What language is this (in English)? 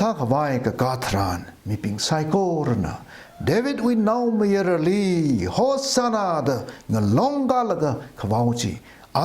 Tangkhul Naga (India)